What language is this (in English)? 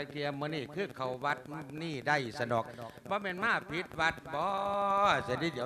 Lao